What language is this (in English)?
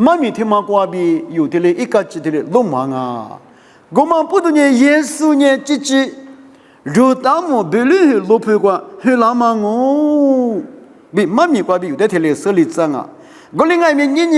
Lisu